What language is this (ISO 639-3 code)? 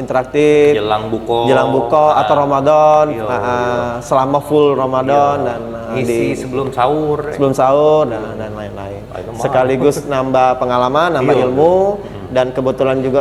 mui